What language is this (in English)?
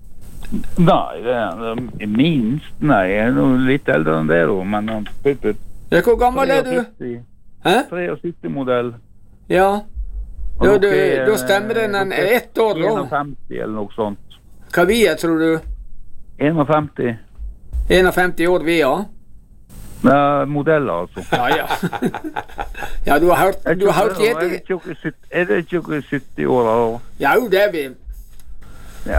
Norwegian